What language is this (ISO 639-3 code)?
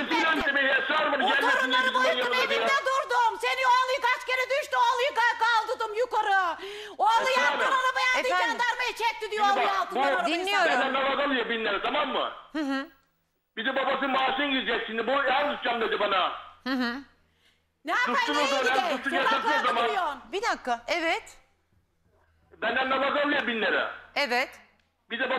tur